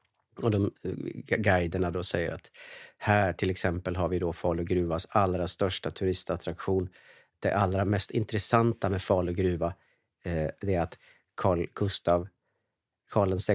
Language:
Swedish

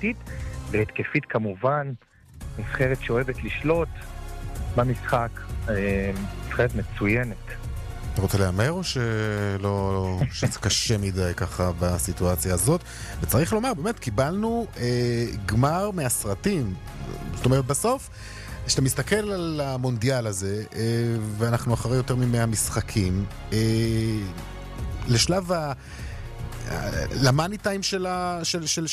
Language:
Hebrew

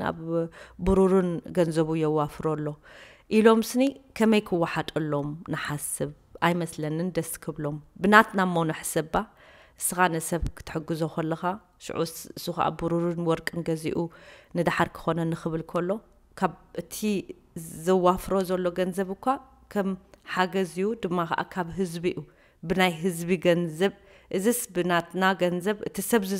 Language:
Tigrinya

